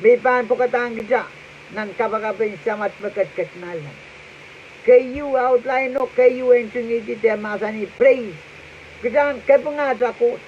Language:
Pohnpeian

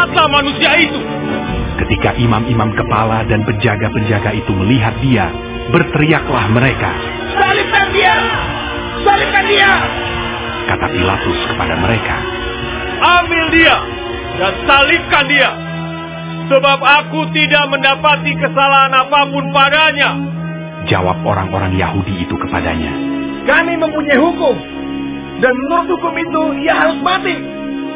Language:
Indonesian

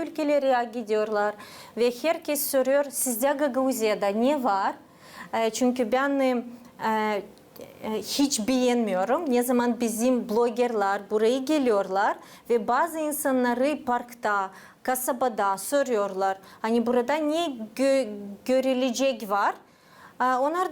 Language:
Gagauz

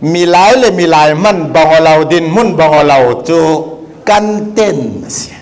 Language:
Falam Chin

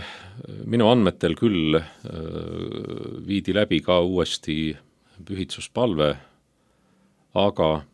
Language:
Estonian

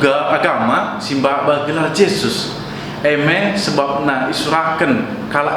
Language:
Batak Karo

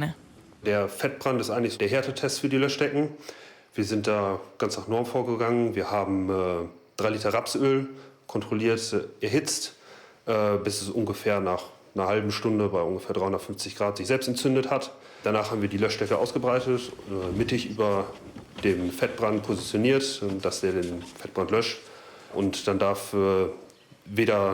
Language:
Swiss German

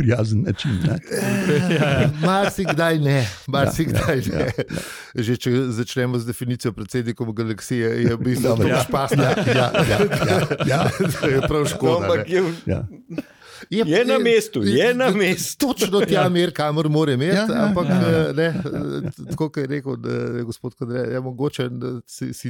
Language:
Slovenian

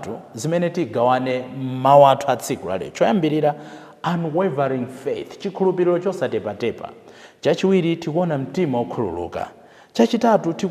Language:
Nyanja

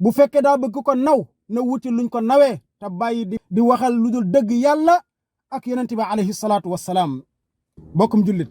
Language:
Wolof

